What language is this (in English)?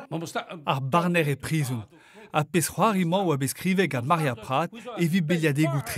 Breton